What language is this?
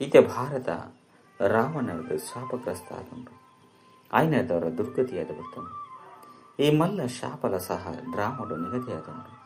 Tulu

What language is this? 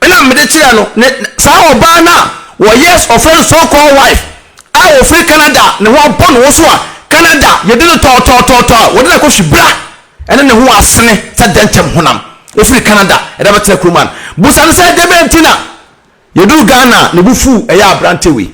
Akan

